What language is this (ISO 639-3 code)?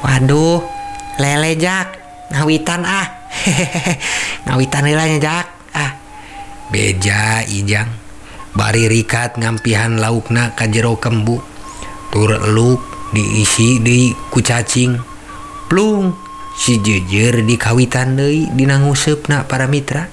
sun